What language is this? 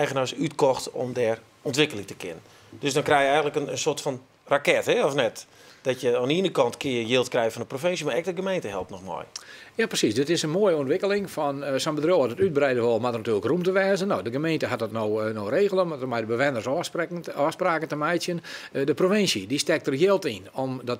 Western Frisian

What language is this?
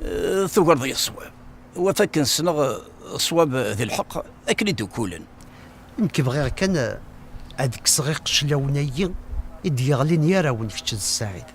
Kabyle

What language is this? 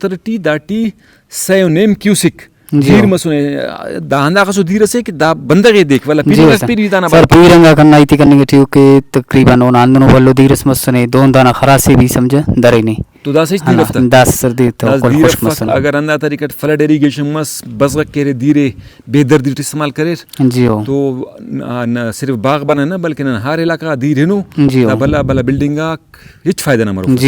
Brahui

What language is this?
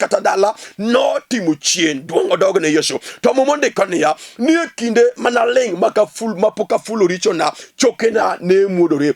Luo (Kenya and Tanzania)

